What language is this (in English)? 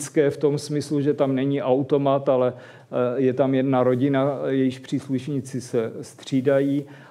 Czech